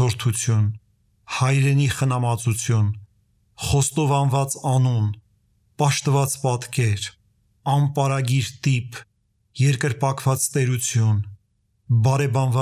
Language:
Armenian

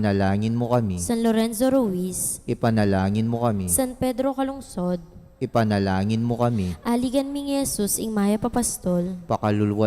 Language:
Pampanga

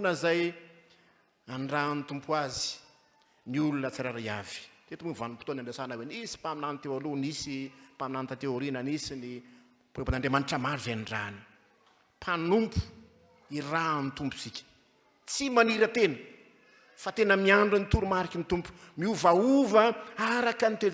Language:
Malagasy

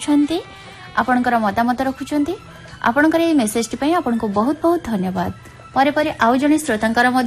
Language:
Odia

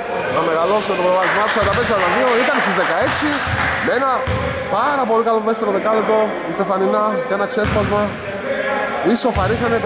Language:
Greek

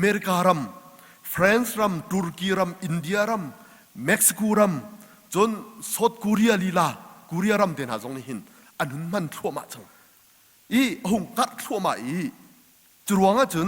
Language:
Hakha Chin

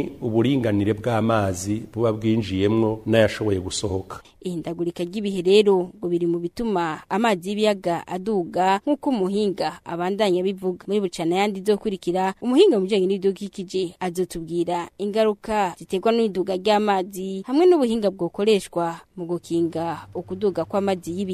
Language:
Rundi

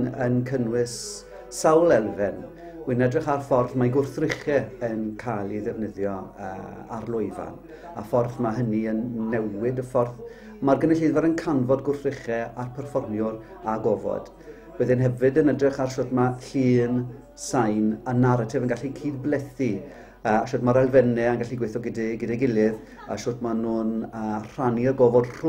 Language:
Welsh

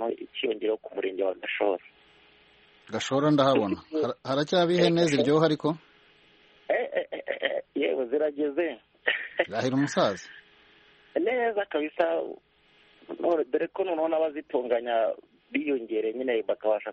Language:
Kinyarwanda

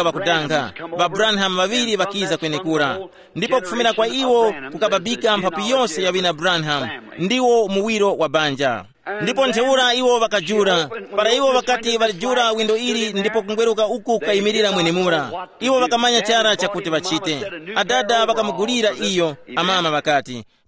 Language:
Tumbuka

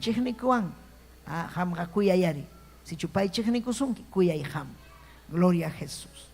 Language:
Ayacucho Quechua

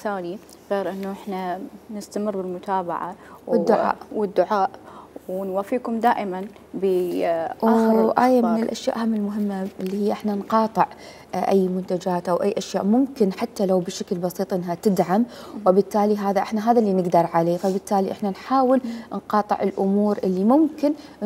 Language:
Mesopotamian Arabic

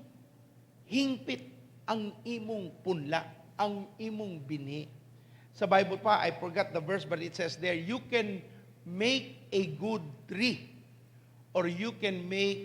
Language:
Cebuano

